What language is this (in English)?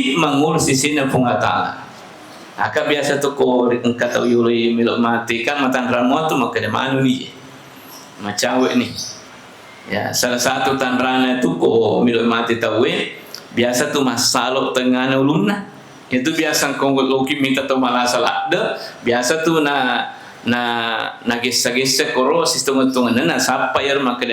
Buginese